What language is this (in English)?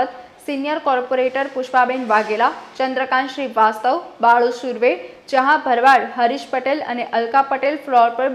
Gujarati